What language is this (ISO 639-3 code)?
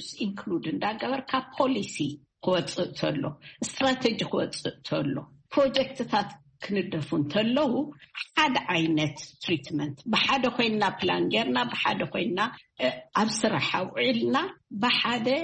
tir